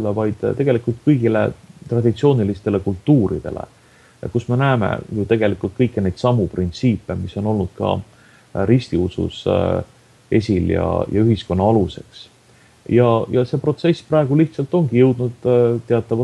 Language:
Estonian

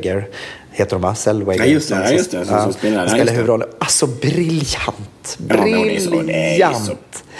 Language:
Swedish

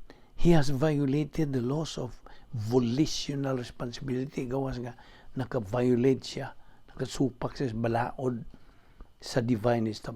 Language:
Cebuano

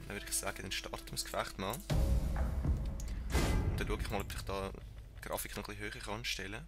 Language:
Swiss German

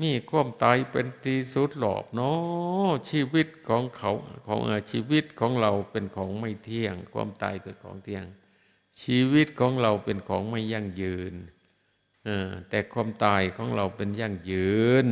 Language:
Northeastern Thai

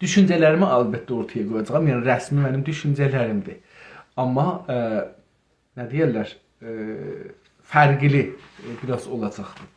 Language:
South Azerbaijani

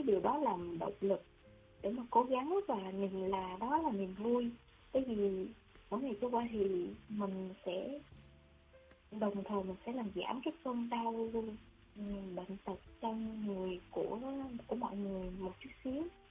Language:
Vietnamese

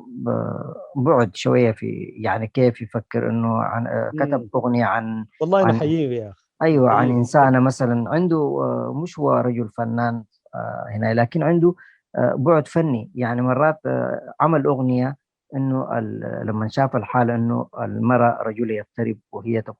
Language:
Sudanese Arabic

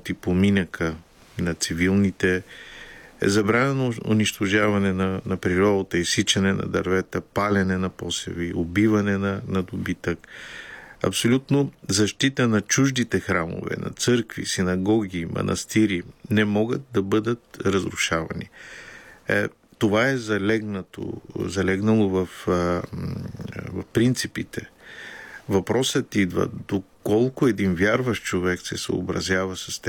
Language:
Bulgarian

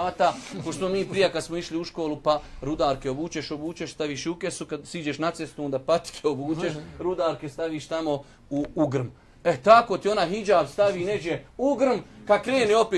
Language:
Bosnian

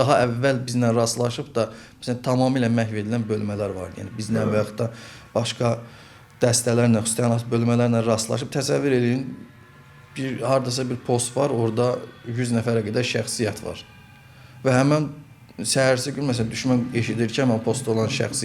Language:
Azerbaijani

